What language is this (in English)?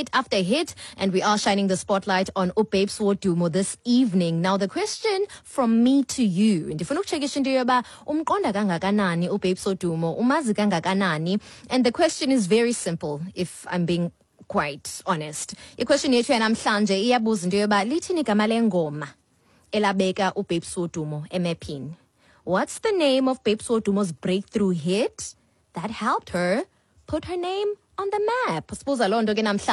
Xhosa